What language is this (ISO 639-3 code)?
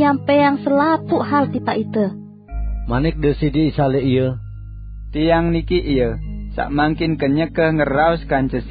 sas